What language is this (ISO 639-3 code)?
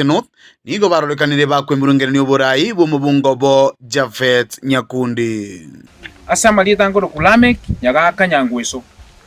guz